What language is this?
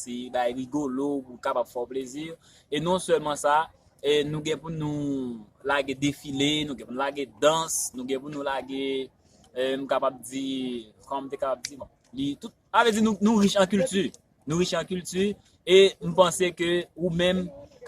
Haitian Creole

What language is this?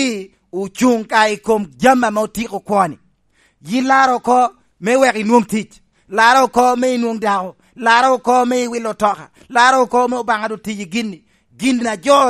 Lango (Uganda)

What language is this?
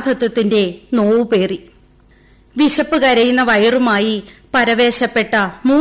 Malayalam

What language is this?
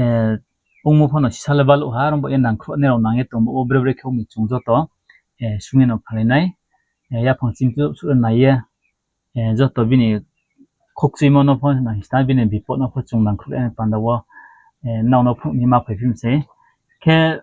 Riang (India)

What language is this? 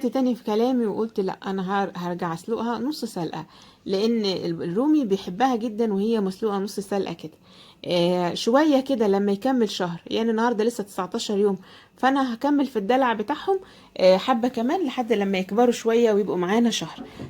Egyptian Arabic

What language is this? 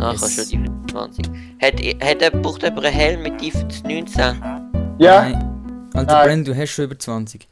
Swiss German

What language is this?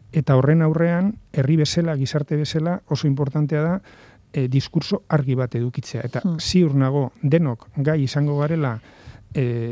Basque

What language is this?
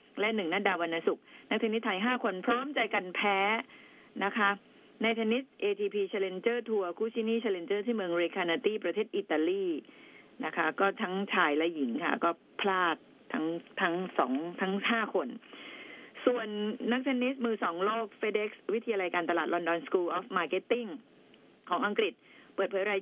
Thai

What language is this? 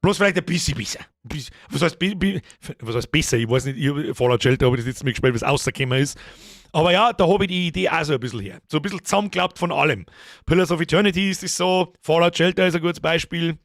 Bavarian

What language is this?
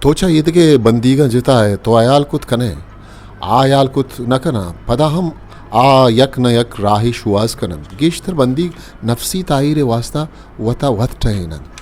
Baluchi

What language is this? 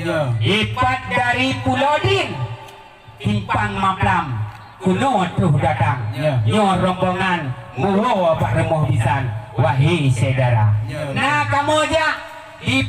Achinese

